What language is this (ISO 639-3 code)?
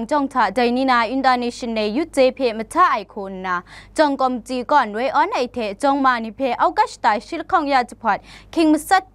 kac